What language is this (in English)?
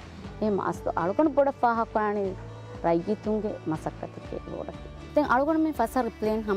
Divehi